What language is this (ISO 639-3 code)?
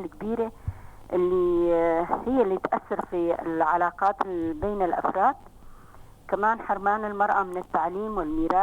apc